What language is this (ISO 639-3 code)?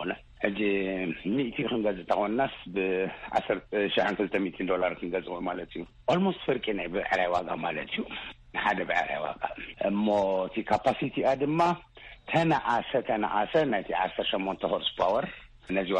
tir